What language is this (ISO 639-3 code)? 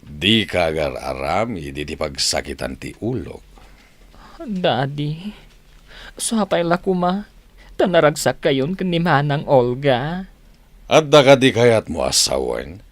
ilo